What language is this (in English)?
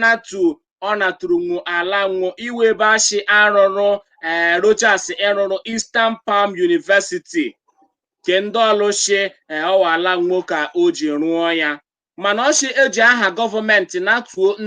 Igbo